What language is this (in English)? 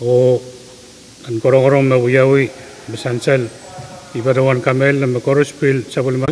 Pohnpeian